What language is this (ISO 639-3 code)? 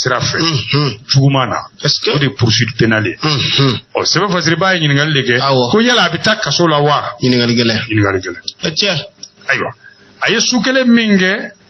bam